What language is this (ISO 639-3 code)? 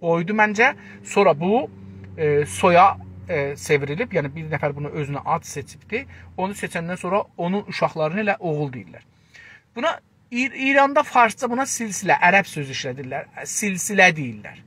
azb